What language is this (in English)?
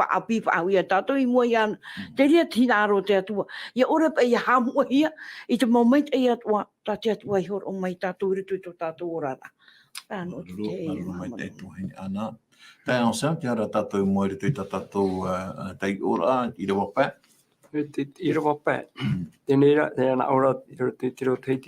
Tahitian